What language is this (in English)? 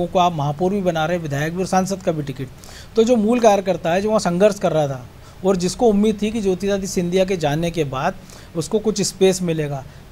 Hindi